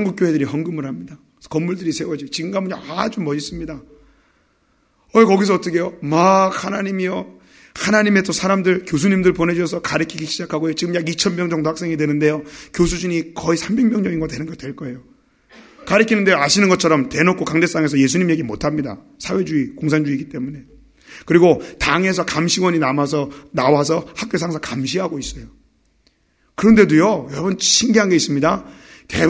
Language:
Korean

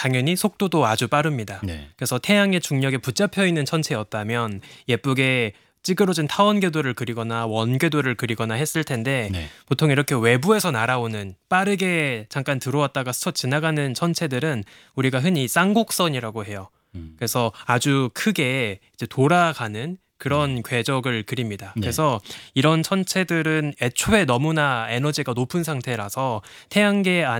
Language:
Korean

